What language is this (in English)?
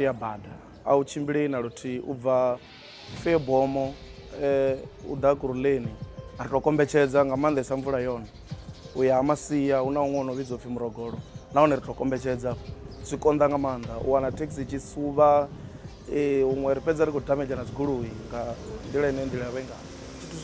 Venda